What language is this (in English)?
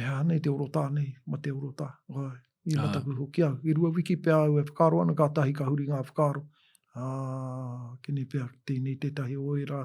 Māori